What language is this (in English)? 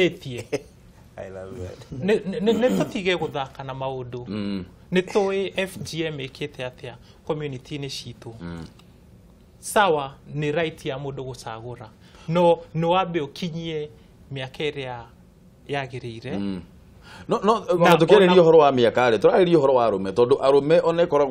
Kikuyu